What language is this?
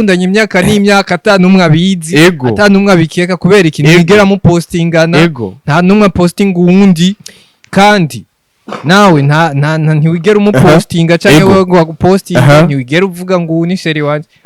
Rundi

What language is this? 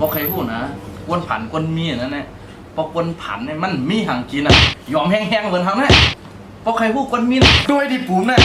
Shan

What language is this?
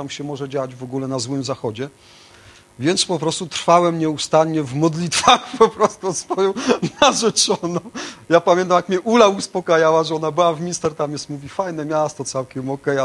Polish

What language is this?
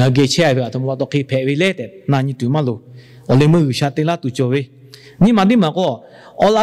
Lahu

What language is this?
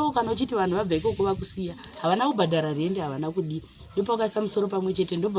Shona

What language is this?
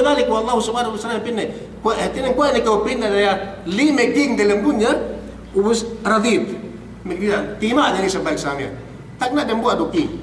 Yakan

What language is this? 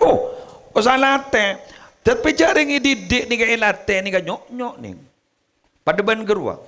Madurese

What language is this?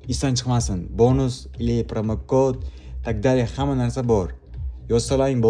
Uzbek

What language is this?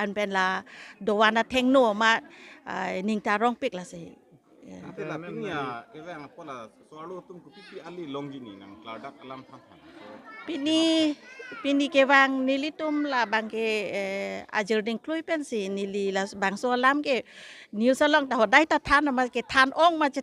Karbi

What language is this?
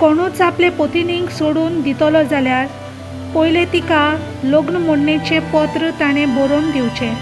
Konkani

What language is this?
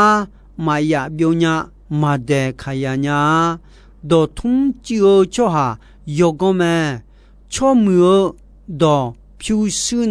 Akha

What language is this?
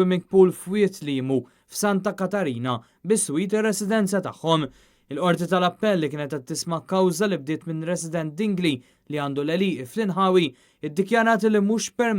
Maltese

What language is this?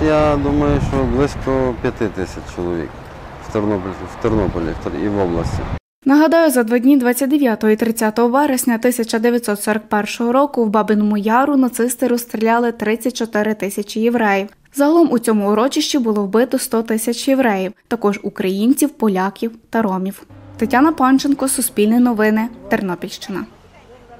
Ukrainian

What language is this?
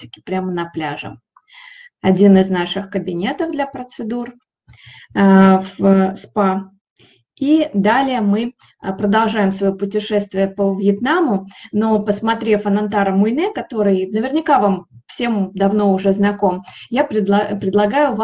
Russian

